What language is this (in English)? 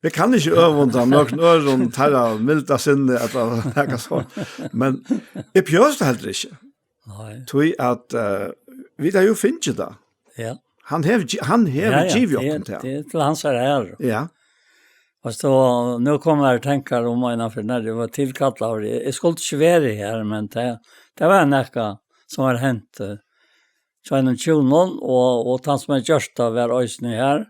Faroese